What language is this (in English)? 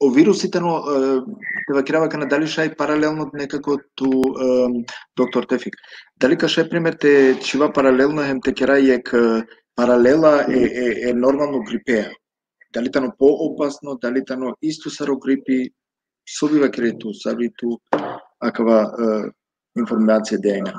Balkan Romani